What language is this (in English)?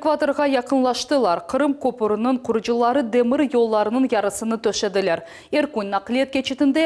Crimean Tatar